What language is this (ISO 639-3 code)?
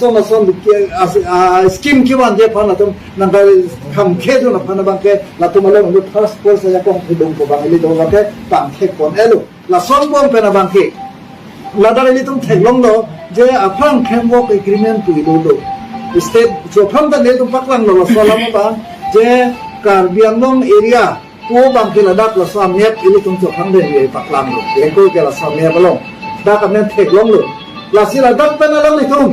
mjw